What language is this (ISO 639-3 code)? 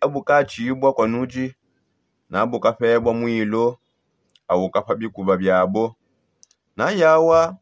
sop